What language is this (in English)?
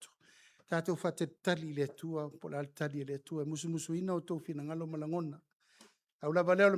Samoan